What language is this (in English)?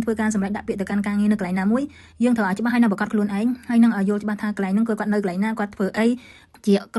Khmer